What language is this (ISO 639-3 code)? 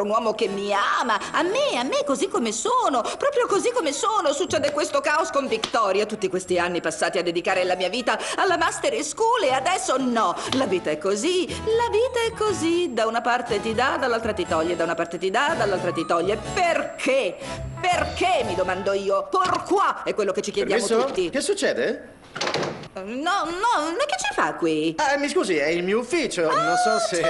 ita